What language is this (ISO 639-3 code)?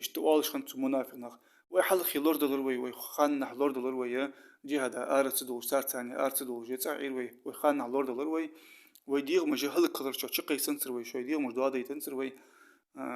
inh